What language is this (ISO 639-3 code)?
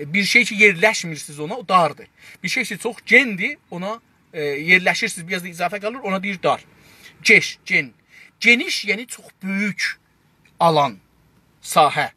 azb